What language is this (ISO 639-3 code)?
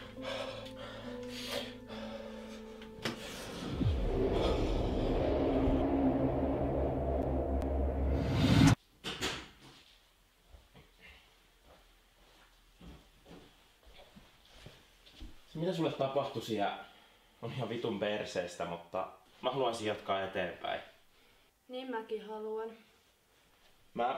fin